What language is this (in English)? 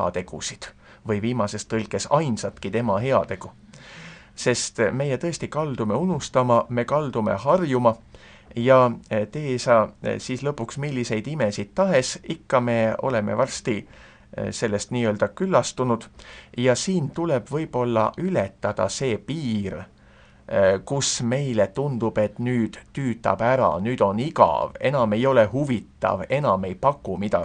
Estonian